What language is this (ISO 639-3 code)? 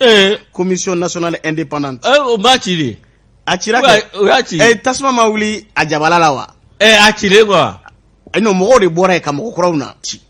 bam